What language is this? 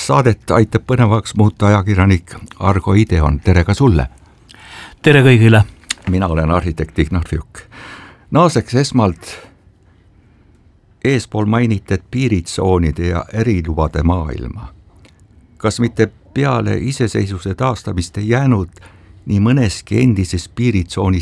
Estonian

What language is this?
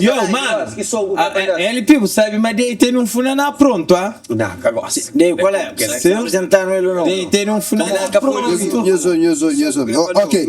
Kabuverdianu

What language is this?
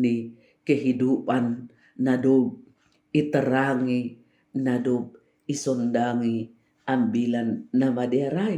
Batak Simalungun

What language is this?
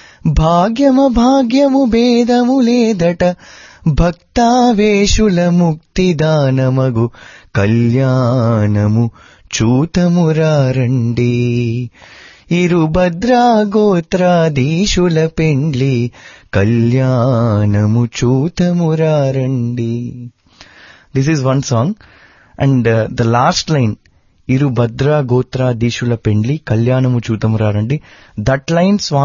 Telugu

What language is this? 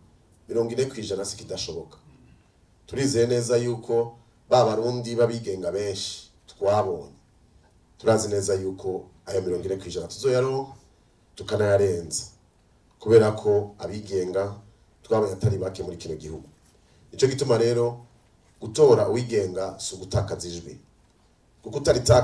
Rundi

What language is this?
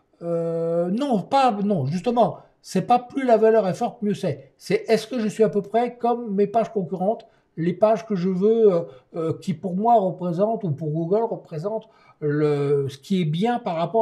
French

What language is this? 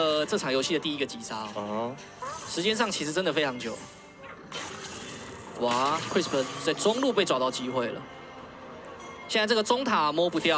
Chinese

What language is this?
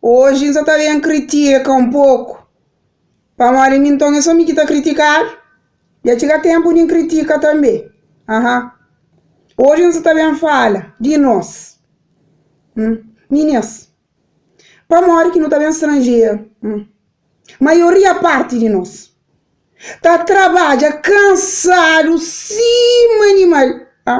Kabuverdianu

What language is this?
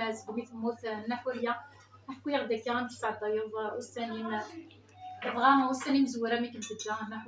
Kabyle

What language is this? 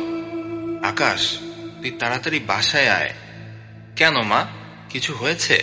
Bangla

